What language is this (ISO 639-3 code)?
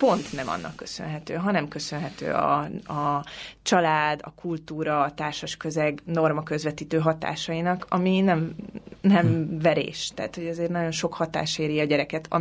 hun